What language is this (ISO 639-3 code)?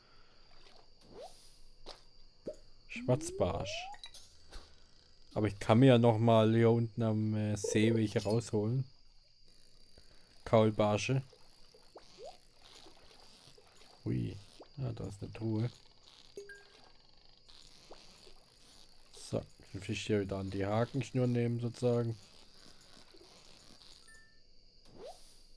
deu